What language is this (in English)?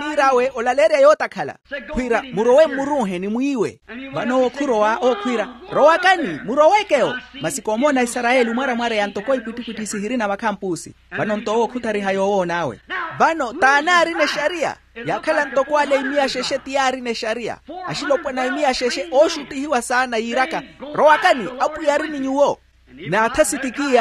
Makhuwa